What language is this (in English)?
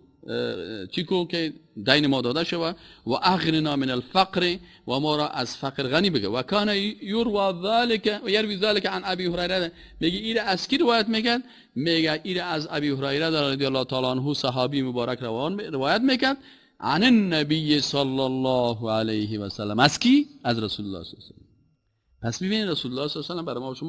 Persian